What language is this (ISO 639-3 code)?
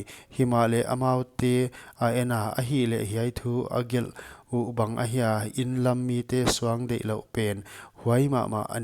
pck